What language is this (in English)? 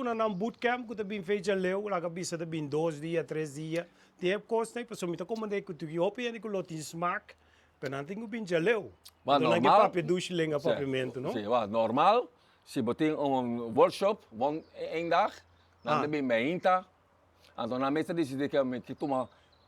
Papiamento